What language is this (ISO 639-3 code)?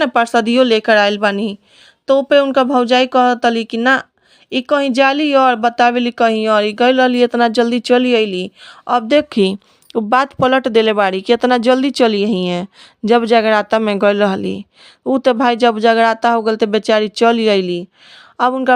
bho